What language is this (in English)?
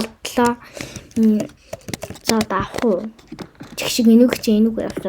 Mongolian